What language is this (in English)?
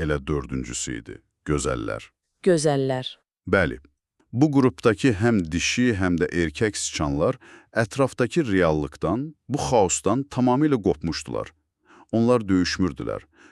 Azerbaijani